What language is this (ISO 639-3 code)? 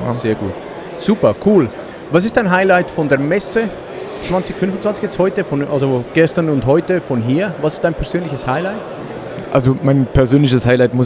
gsw